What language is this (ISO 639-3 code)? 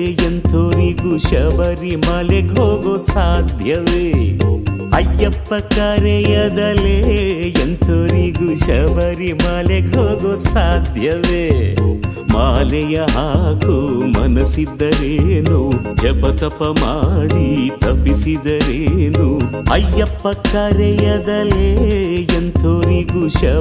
kan